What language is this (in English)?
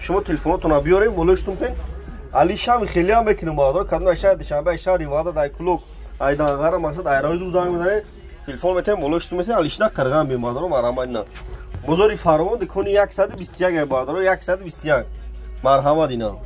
Tajik